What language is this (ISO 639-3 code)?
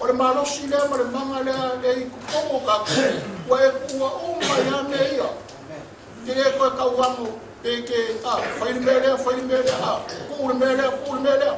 smo